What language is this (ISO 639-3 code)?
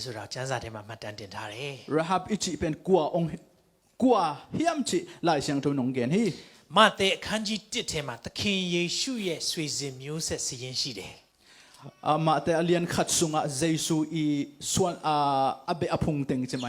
ctd